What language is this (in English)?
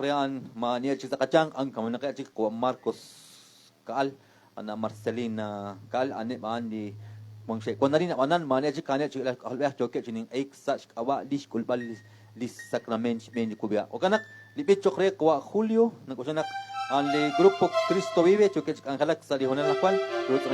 Kekchí